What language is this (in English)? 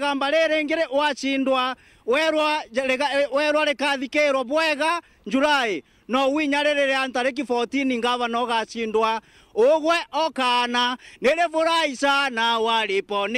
Meru